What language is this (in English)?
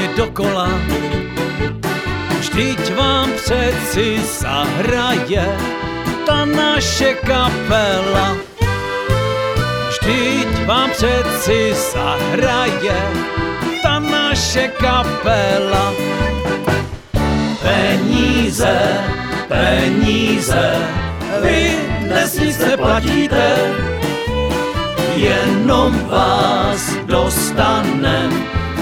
Czech